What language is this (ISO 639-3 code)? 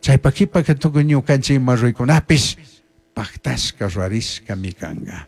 qug